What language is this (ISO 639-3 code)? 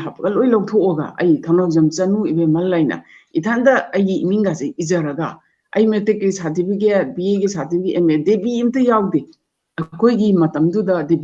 mni